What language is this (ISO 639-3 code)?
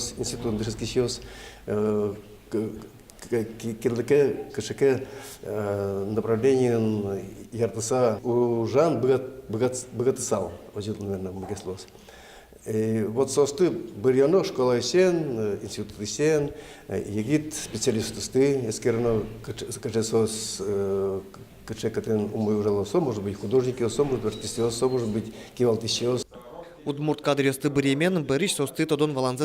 udm